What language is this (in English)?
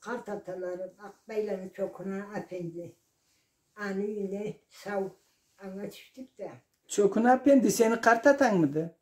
Karachay-Balkar